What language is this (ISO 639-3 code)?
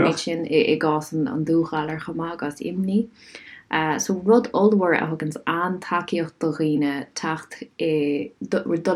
gle